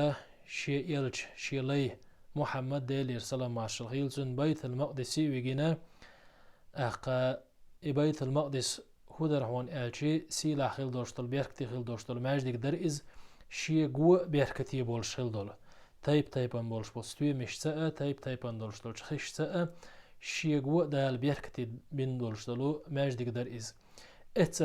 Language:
Chechen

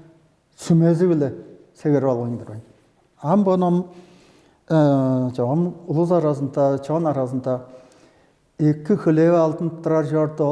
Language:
Tuvinian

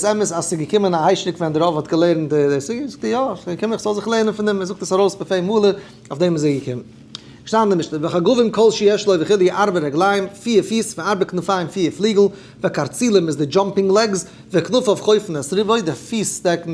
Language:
Yiddish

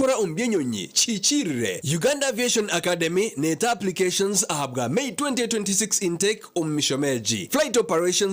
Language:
Nyankole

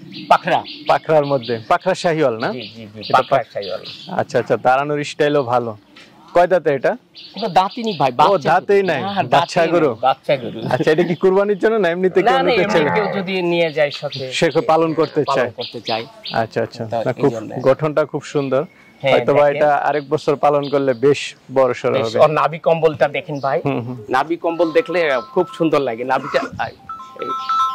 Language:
Bangla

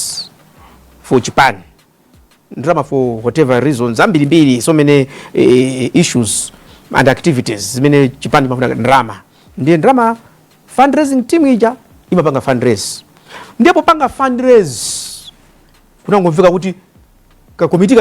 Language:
Nyanja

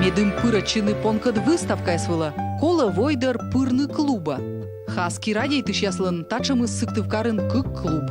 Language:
Komi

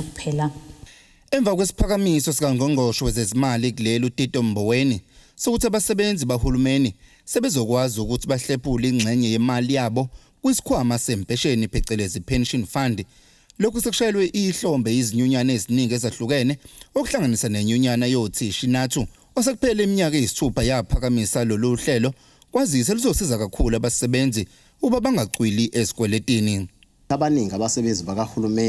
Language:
Zulu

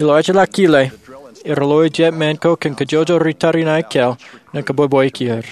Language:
Marshallese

